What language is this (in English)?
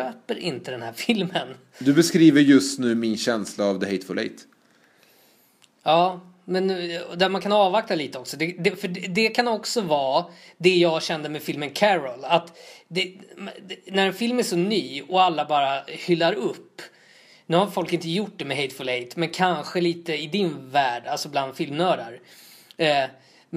Swedish